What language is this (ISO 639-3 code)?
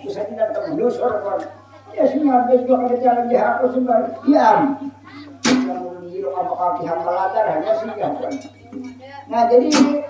bjn